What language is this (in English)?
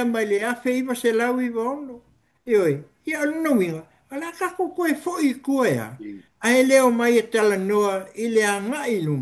Samoan